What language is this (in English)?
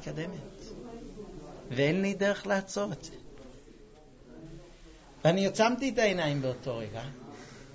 Hebrew